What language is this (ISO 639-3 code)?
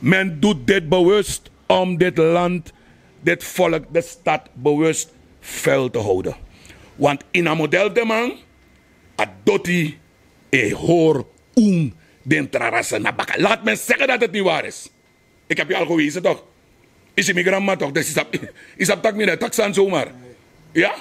srn